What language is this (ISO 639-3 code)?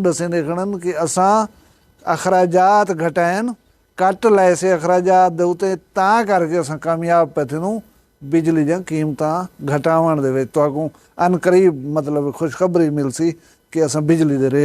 skr